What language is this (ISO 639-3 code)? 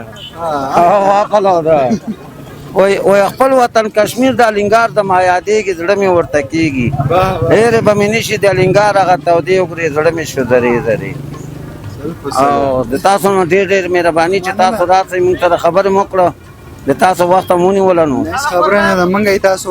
pus